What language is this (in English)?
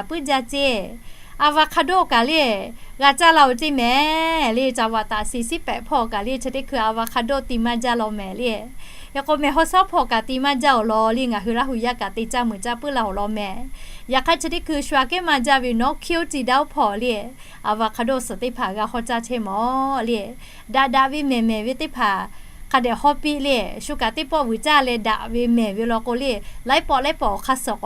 Lahu